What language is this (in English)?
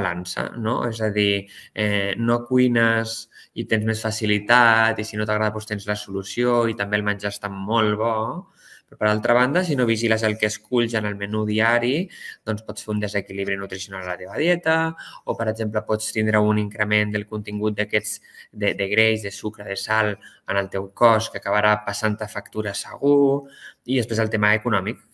Catalan